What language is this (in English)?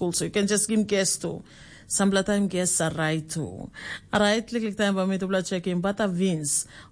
Tok Pisin